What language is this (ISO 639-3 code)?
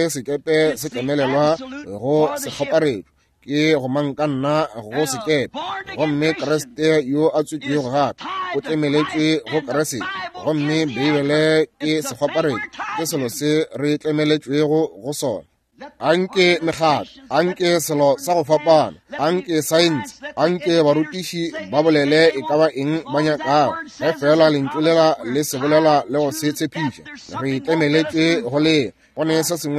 nso